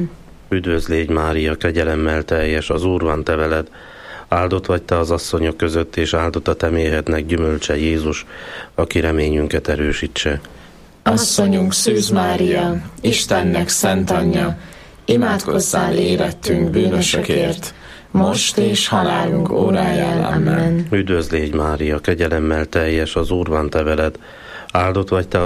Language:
Hungarian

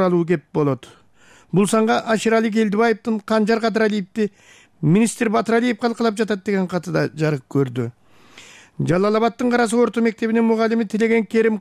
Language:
Kyrgyz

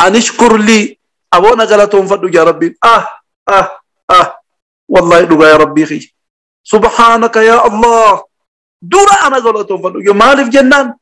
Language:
Oromo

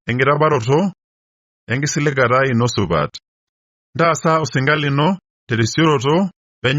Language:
Masai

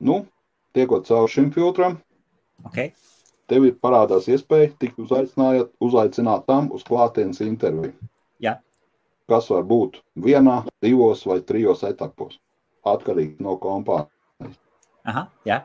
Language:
Latvian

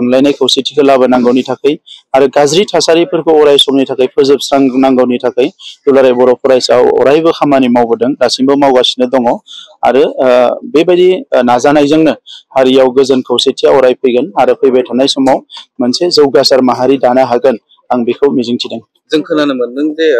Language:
Bodo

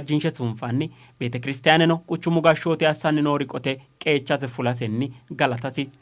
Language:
Sidamo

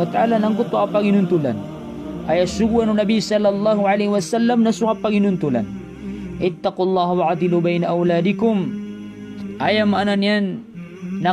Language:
Maranao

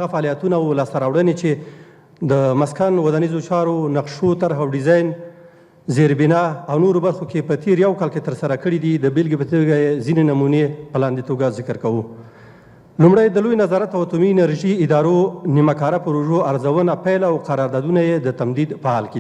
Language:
Pashto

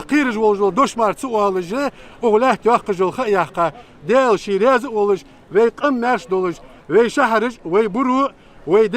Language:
Ingush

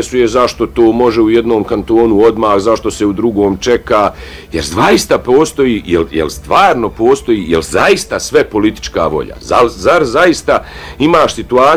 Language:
Bosnian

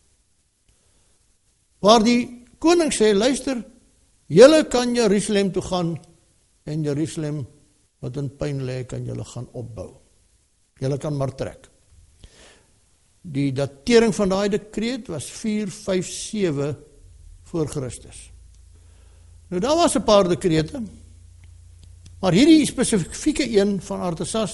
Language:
Afrikaans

